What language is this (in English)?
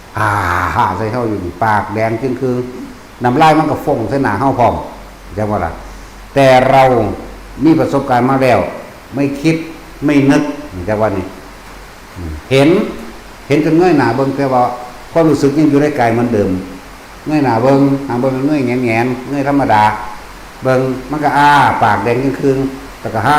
Northeastern Thai